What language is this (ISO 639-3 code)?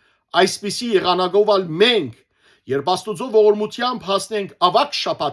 hyw